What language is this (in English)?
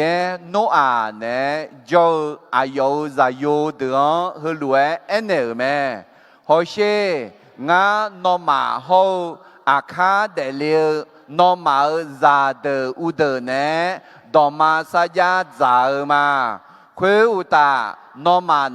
Akha